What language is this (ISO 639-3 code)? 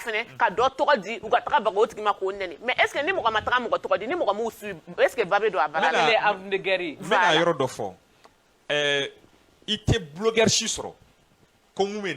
bam